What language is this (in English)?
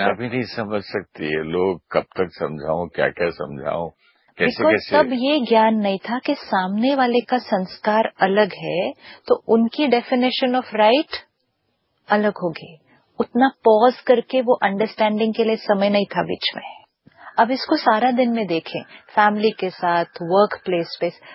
Hindi